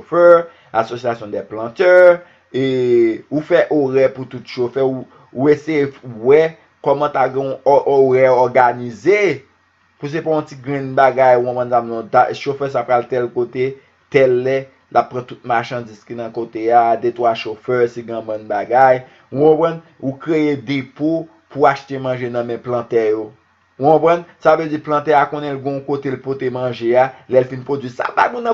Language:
Haitian Creole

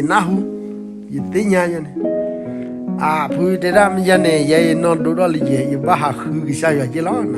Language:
S'gaw Karen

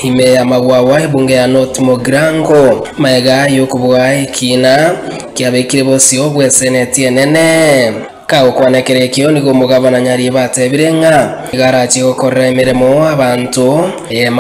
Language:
Gusii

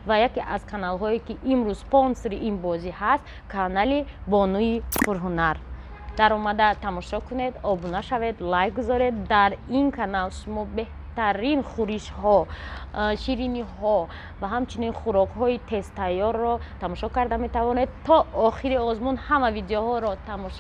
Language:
Tajik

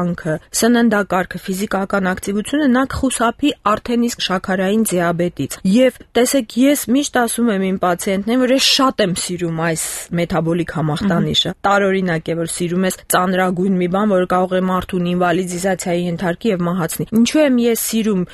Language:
Armenian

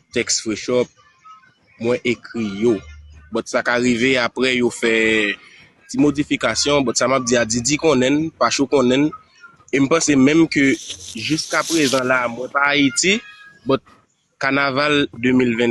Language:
Haitian Creole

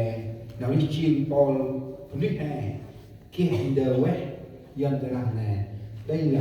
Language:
Central Mnong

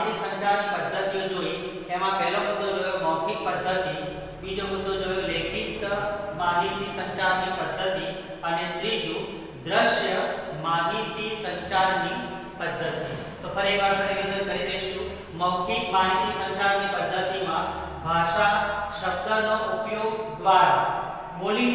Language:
Gujarati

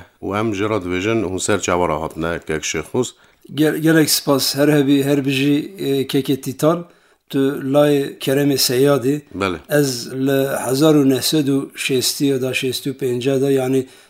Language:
Kurdish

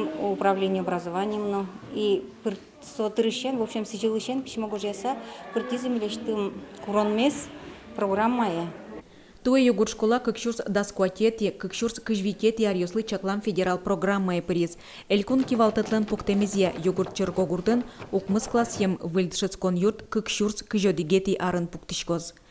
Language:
Udmurt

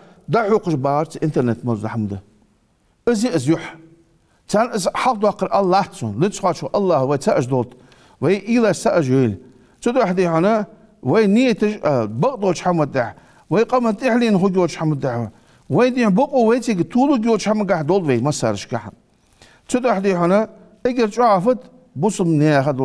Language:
Ingush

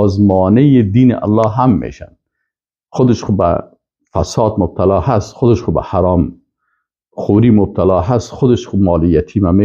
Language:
Persian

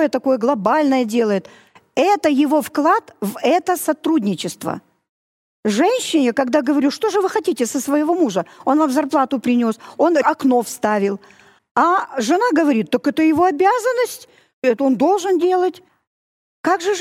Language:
Russian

